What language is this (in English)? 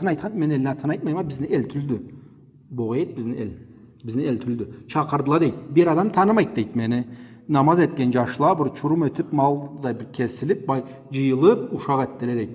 Karachay-Balkar